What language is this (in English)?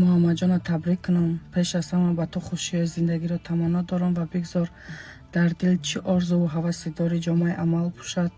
Tajik